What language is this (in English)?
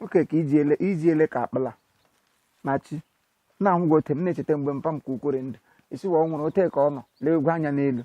Igbo